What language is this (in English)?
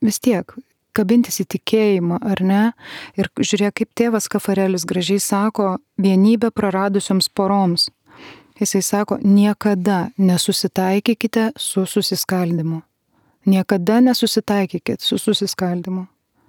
Lithuanian